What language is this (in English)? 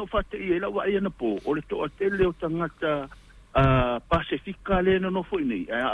Samoan